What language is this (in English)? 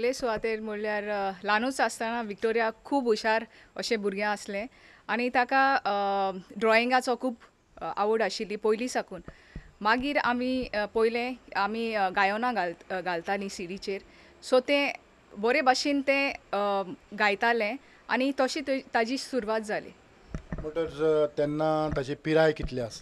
Konkani